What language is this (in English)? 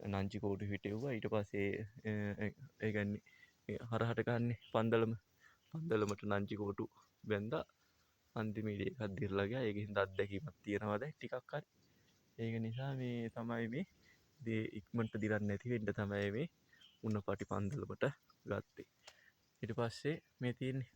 Sinhala